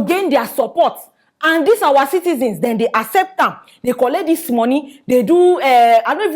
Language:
Nigerian Pidgin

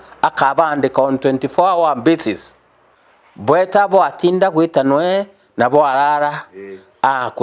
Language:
Meru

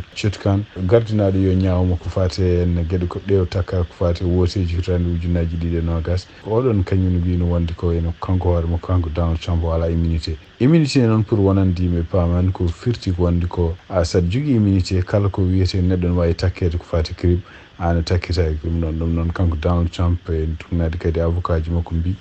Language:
Fula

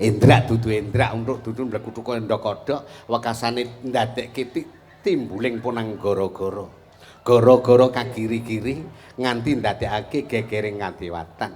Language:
Javanese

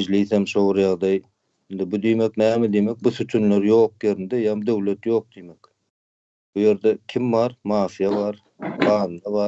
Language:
Turkmen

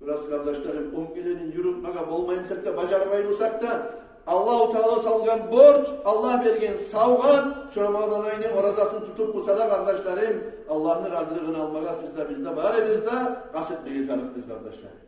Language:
Kumyk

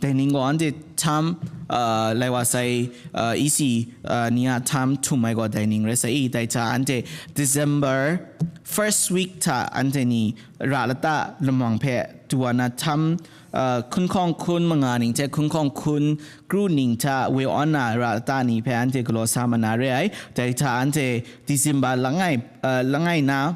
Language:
Kachin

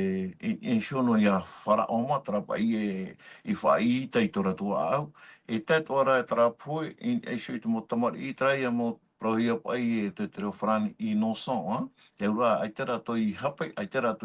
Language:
Tahitian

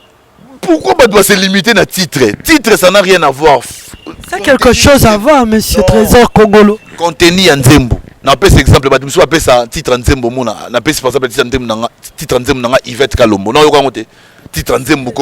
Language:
Lingala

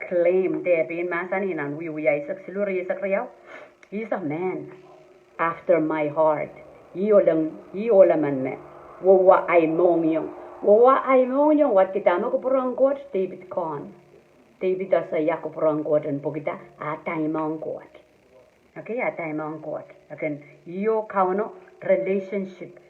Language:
Pohnpeian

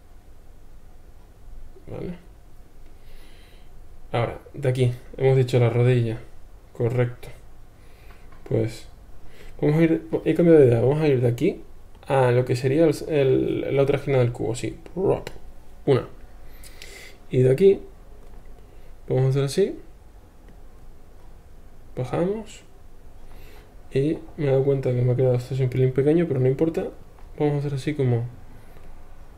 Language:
Spanish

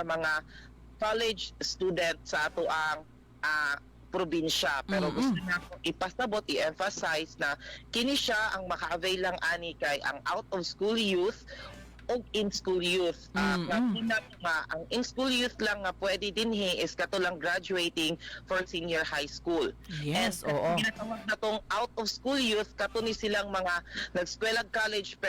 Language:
Cebuano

